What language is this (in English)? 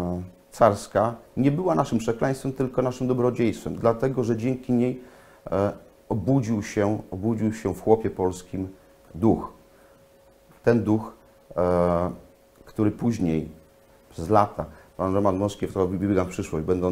Polish